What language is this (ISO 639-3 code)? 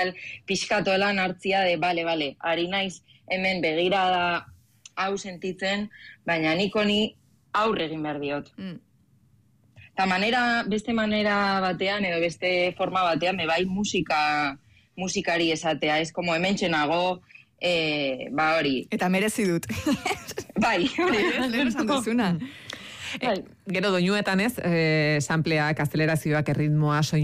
eus